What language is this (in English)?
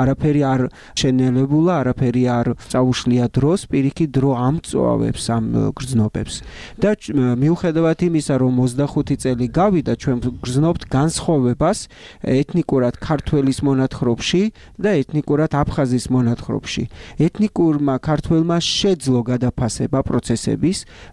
Georgian